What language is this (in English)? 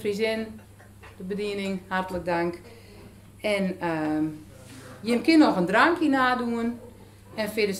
Dutch